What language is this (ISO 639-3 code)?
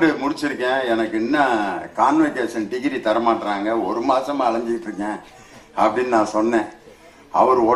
tam